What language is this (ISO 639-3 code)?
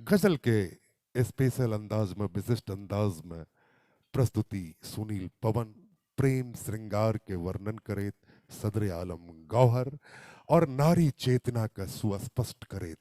mai